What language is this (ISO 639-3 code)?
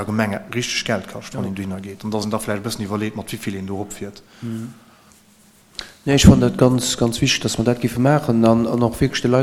ltz